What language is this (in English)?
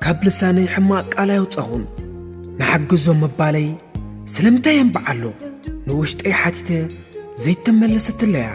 Tigrinya